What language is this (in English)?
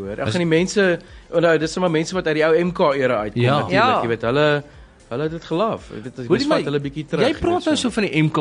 Afrikaans